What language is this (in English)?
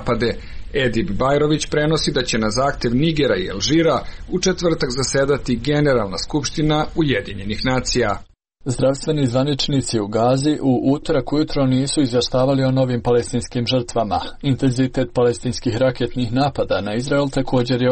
Serbian